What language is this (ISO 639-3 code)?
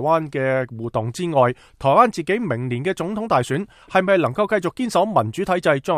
yue